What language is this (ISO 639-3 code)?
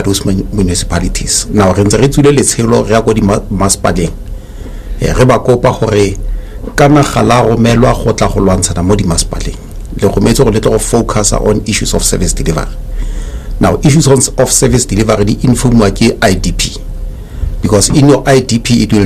tsn